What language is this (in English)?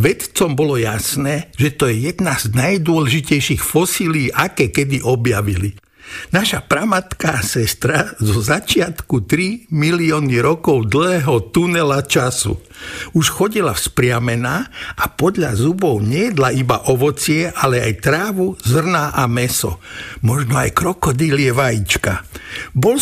Slovak